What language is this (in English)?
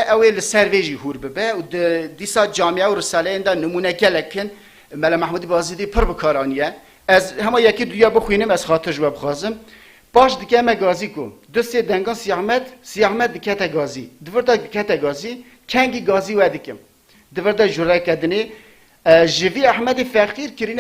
Kurdish